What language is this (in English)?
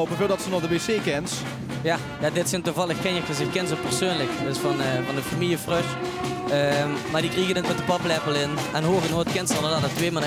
Limburgish